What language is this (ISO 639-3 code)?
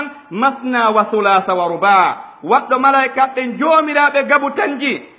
fuf